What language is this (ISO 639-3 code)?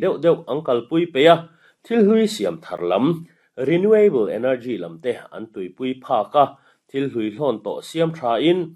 lus